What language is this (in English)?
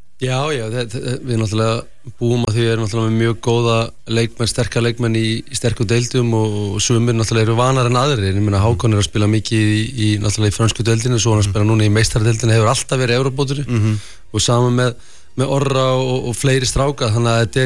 Icelandic